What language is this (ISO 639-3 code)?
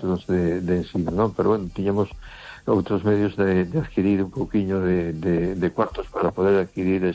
glg